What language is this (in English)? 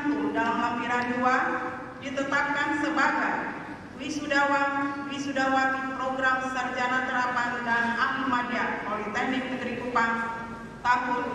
Indonesian